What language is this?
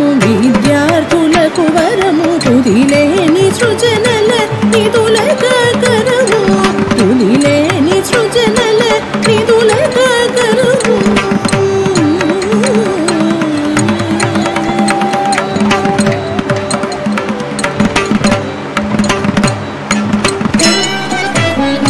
Telugu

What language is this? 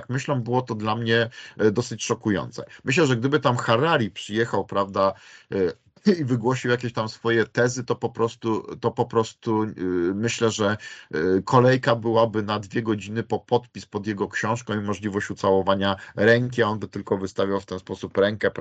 Polish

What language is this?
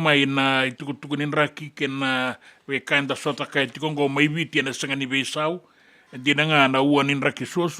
Fijian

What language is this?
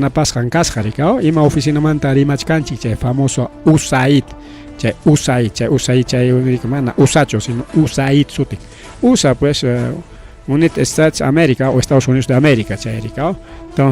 Ayacucho Quechua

